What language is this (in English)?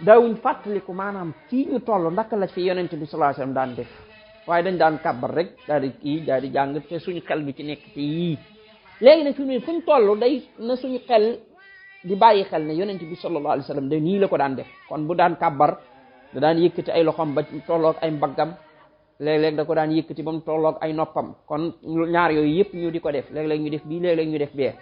Wolof